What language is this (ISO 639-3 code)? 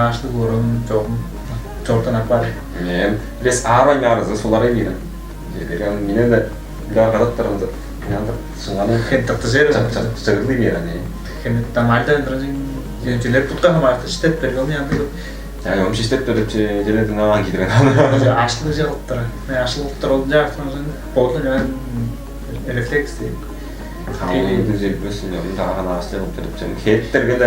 tyv